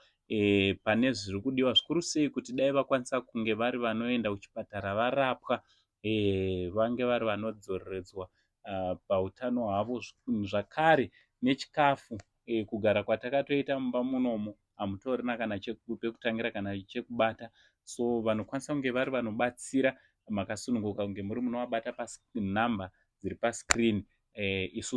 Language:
Shona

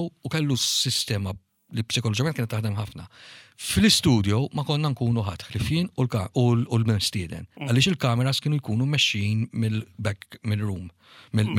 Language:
Maltese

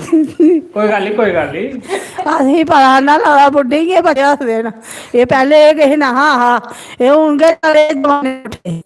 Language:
Dogri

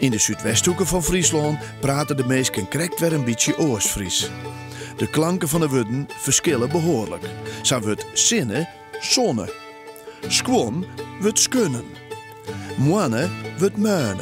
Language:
Western Frisian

